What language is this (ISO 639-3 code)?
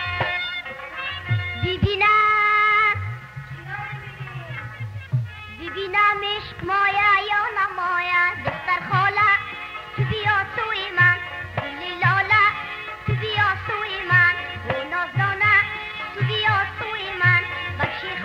fas